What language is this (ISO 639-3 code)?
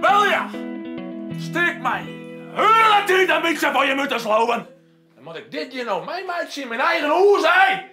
fry